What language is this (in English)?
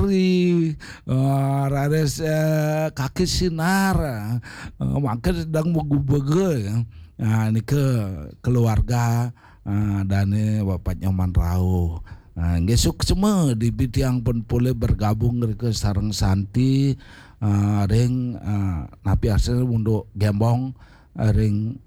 Balinese